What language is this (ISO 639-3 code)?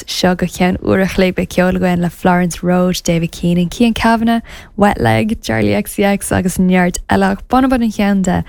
gle